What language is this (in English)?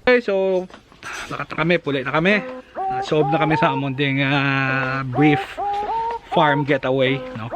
Hiligaynon